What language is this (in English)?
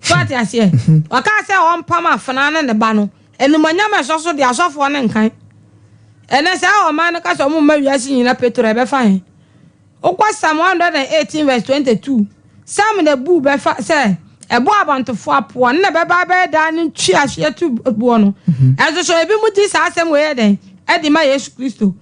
Akan